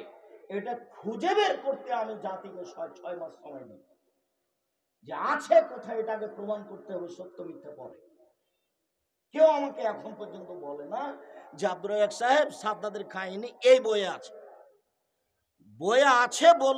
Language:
Bangla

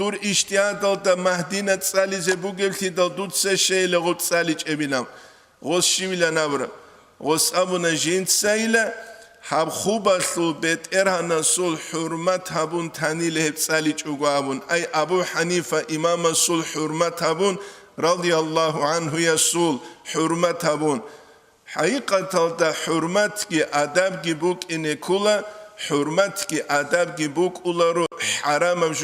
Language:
Avaric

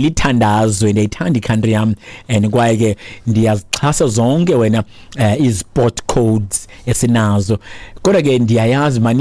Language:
Xhosa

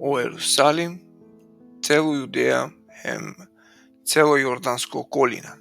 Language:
Balkan Romani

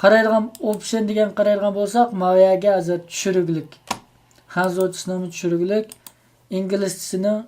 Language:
Uyghur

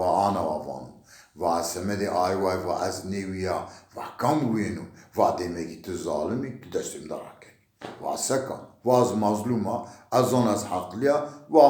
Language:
Zaza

